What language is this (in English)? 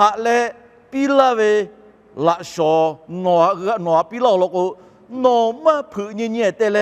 Lahu